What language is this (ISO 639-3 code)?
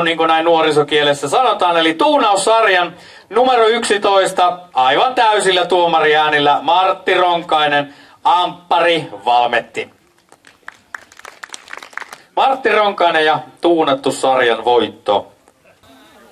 fin